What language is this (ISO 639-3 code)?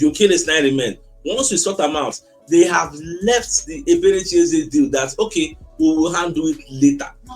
pcm